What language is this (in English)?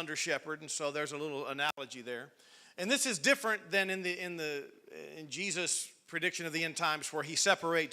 English